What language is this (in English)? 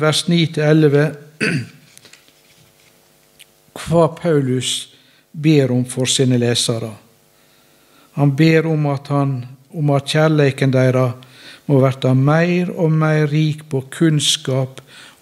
Norwegian